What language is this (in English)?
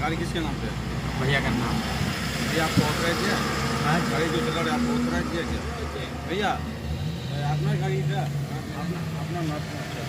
Naga Pidgin